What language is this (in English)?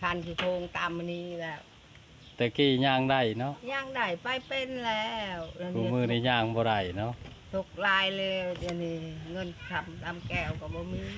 Lao